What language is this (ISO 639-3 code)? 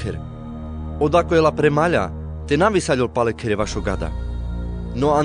rmc